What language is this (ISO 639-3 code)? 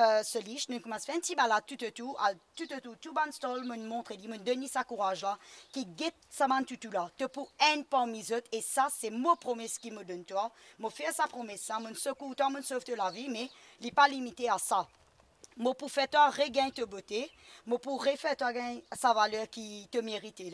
mfe